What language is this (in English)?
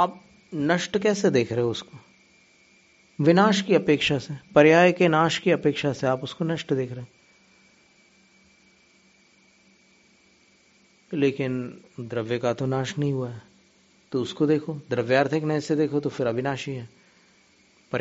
Hindi